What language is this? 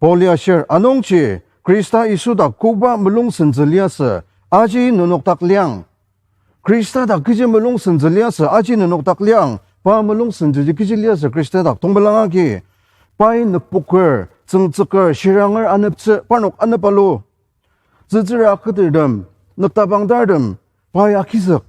Ao Naga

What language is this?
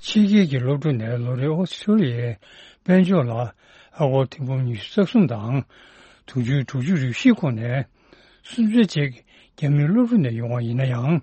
Tibetan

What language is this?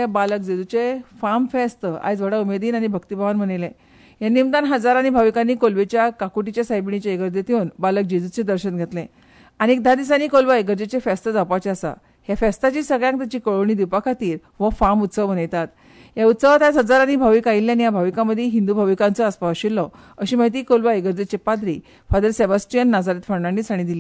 Konkani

